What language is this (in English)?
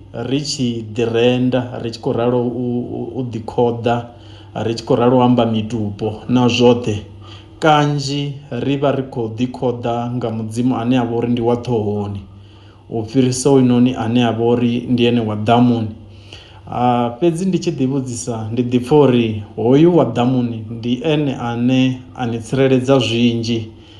Venda